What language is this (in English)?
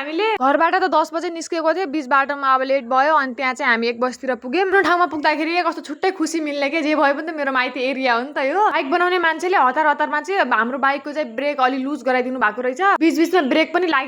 Nepali